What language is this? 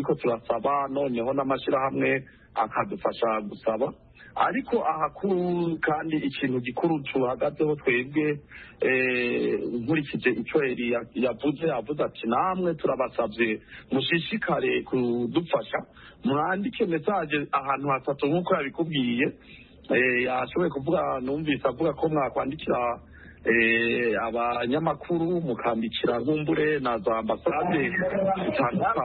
Kinyarwanda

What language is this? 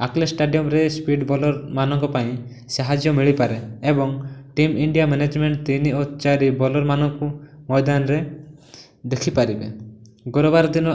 Odia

